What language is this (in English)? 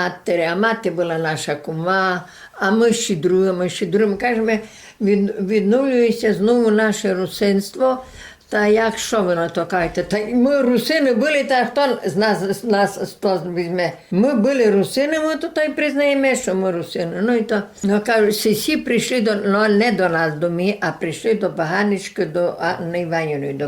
Rusyn